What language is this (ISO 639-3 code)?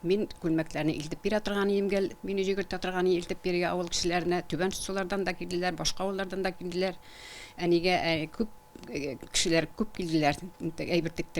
tat